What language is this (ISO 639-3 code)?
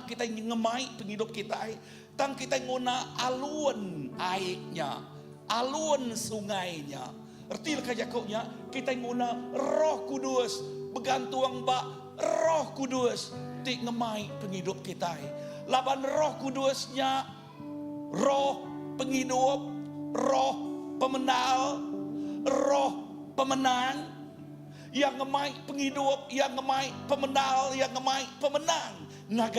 iba